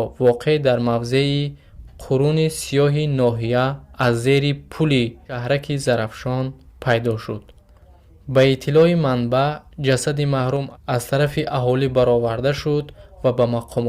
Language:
Tajik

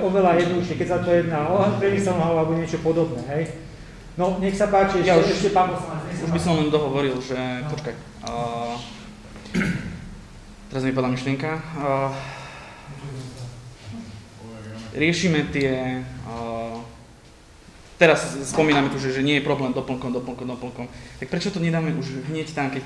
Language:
Slovak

